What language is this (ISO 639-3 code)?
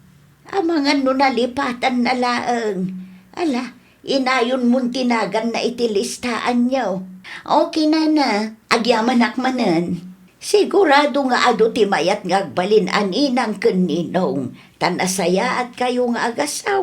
ilo